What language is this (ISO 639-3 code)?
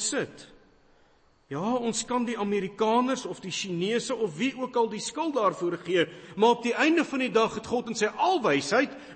afr